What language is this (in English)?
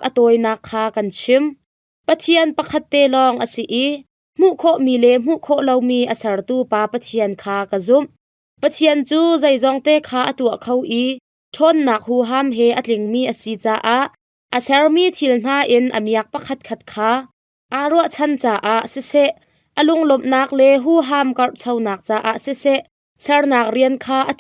Hakha Chin